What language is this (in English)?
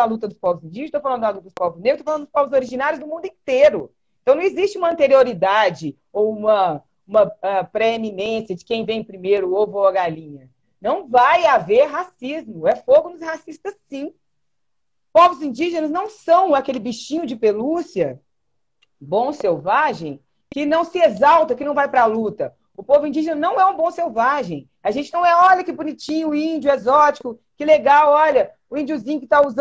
Portuguese